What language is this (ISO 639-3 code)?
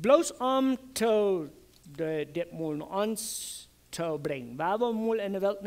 pdt